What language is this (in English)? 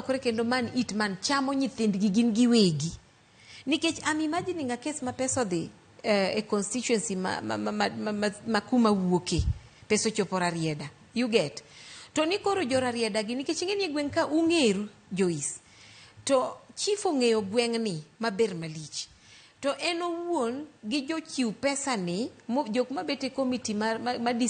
Luo (Kenya and Tanzania)